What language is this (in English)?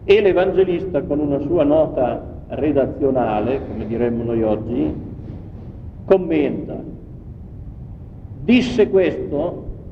Italian